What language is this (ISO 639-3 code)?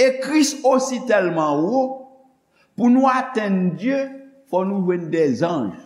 hat